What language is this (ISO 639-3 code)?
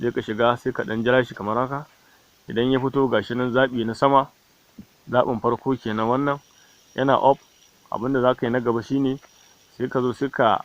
hau